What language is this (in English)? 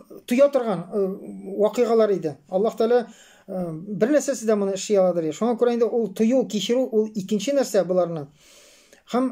Tatar